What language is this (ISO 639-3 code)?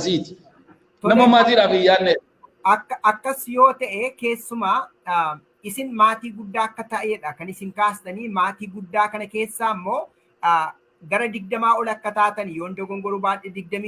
orm